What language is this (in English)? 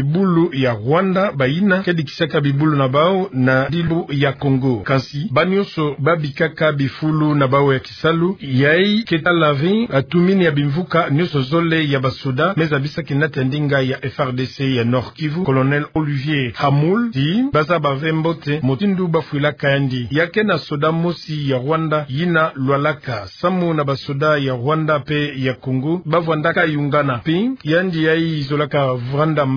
Kituba (Democratic Republic of Congo)